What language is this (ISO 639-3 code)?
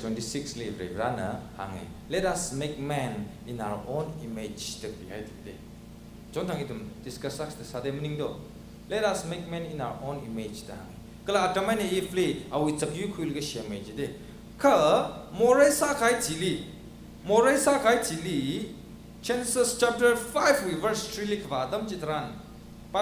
nmf